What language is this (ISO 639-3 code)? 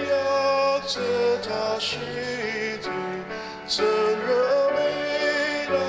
njo